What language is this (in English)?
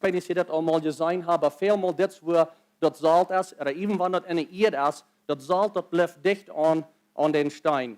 Plautdietsch